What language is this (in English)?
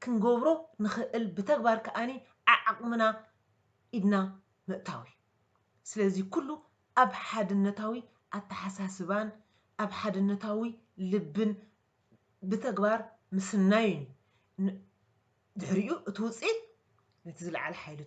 Tigrinya